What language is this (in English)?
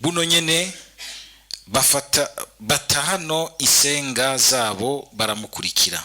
Rundi